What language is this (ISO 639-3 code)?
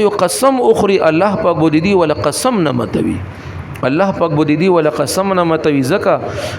pus